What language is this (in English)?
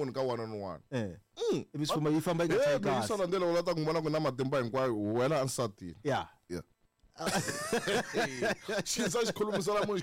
Tsonga